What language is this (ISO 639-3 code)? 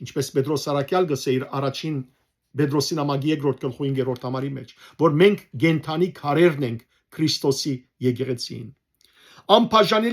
hyw